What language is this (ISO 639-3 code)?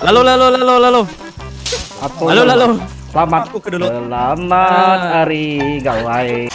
iba